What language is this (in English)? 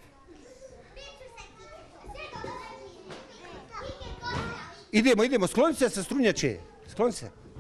Bosnian